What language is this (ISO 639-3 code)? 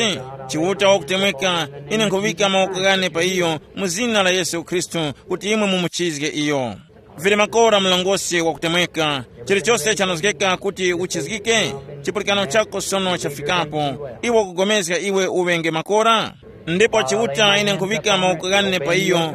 tum